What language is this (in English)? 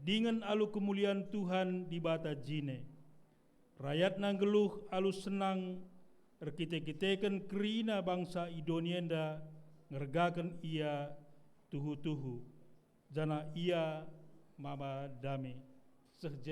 Batak Karo